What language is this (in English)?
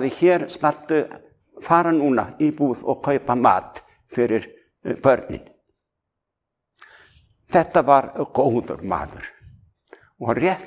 Icelandic